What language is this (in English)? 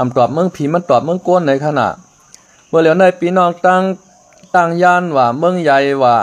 Shan